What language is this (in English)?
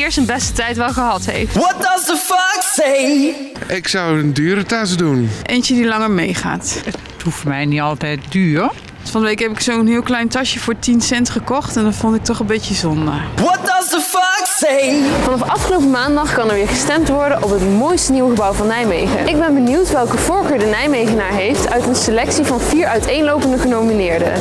Dutch